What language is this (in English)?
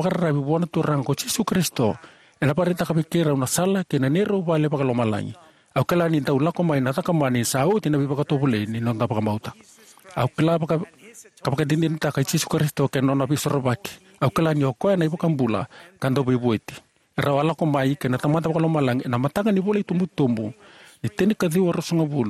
Fijian